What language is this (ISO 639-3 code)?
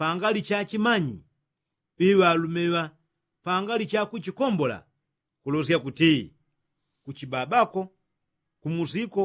yao